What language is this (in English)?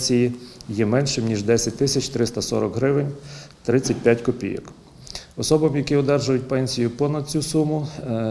Ukrainian